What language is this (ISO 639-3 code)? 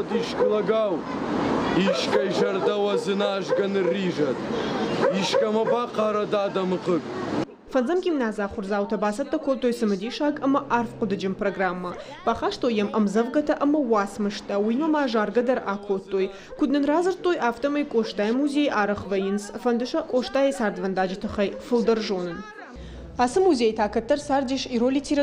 oss